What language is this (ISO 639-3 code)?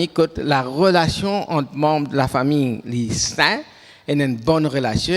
mfe